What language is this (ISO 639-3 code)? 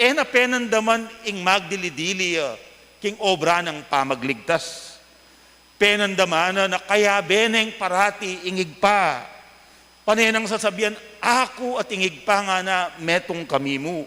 pam